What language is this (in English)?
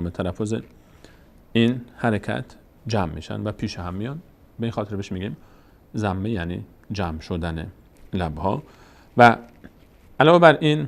Persian